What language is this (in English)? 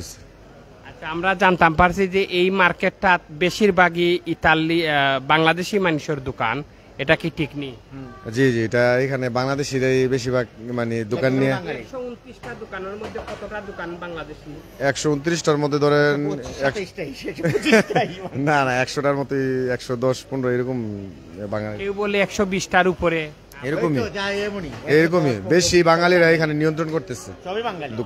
Sylheti